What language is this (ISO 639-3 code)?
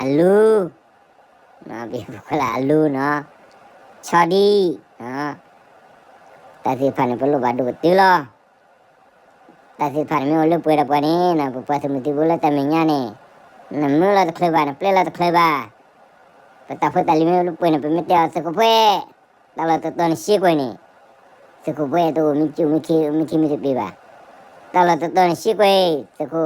ksw